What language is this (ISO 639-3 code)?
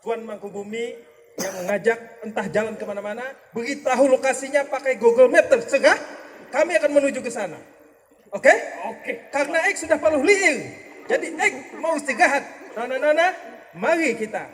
bjn